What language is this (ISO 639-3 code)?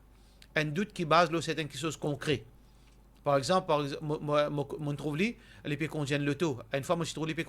mfe